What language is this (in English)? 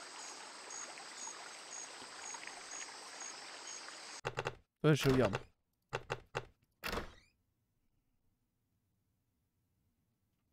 French